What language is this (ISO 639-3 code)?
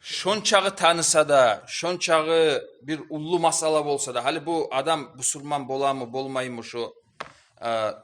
kum